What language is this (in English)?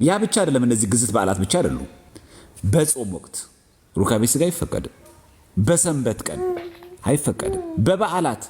Amharic